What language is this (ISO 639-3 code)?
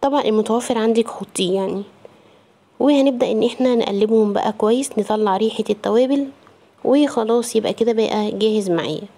arz